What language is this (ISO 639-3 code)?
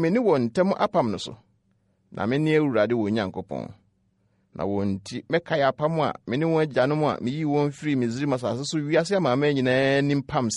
aka